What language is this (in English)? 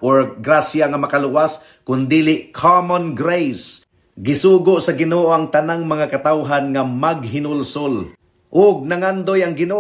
Cebuano